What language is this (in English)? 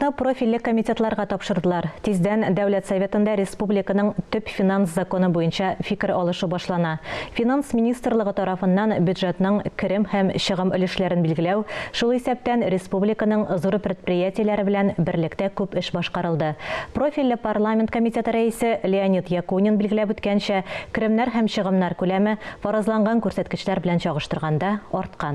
Tatar